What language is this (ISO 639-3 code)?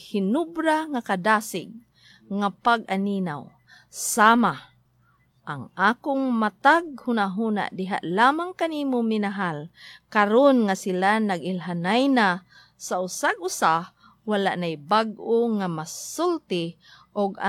ceb